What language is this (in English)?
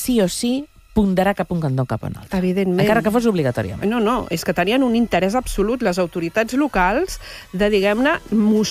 Catalan